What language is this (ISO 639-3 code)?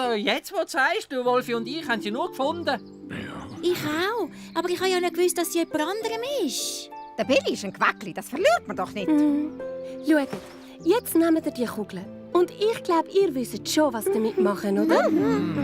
gsw